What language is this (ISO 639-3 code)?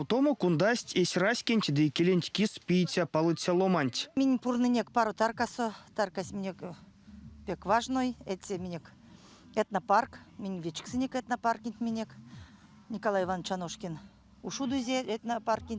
myv